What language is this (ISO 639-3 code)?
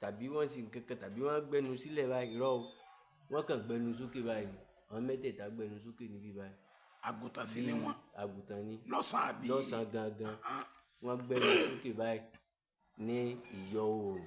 yor